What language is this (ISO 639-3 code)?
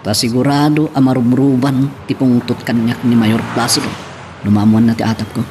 ilo